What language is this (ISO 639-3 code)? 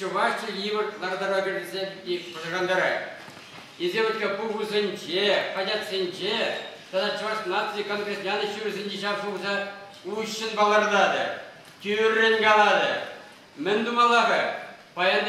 chv